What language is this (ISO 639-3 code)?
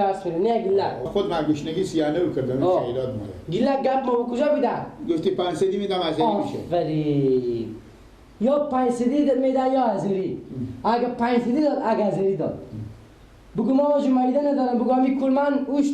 fas